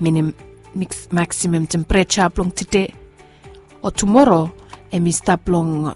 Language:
Bislama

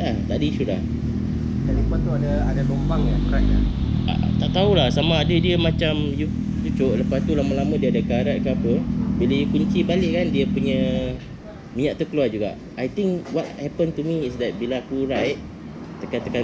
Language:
Malay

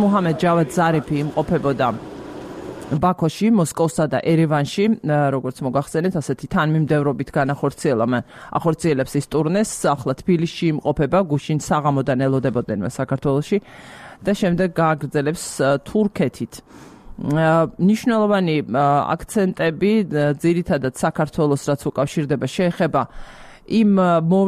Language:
Georgian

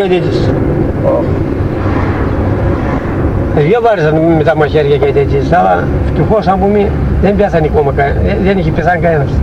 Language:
Greek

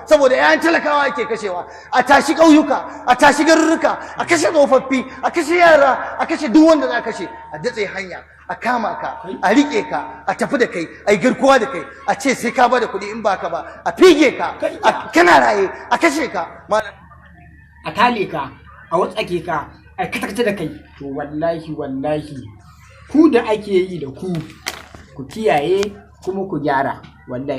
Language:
Hausa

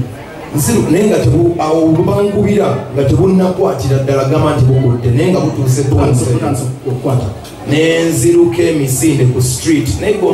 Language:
Ganda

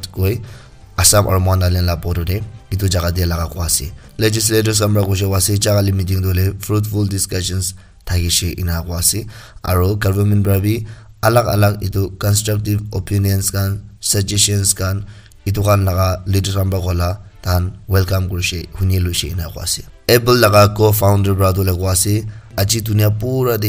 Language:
Naga Pidgin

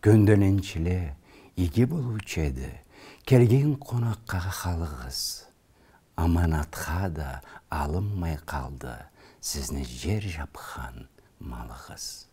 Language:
Karachay-Balkar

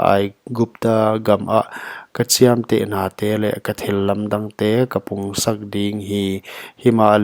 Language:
Paite Chin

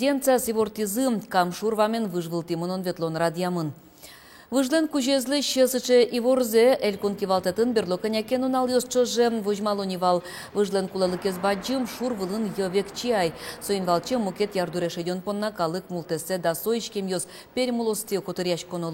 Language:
Udmurt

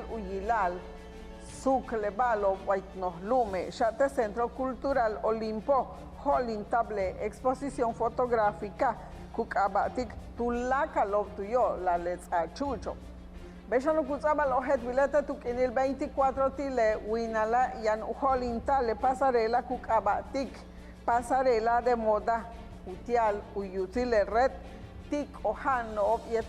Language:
Yucateco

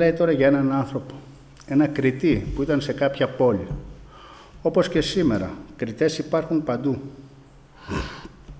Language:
Greek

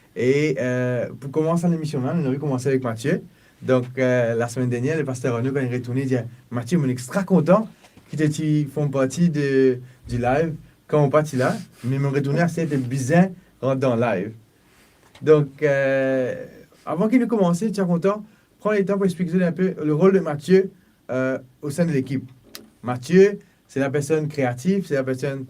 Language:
Morisyen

